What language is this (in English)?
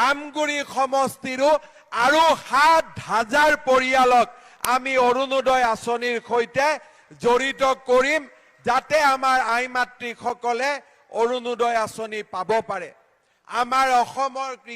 Assamese